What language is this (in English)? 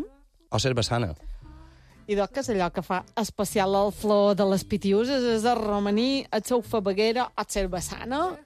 Catalan